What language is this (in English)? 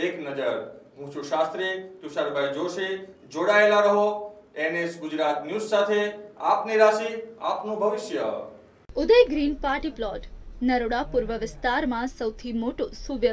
Gujarati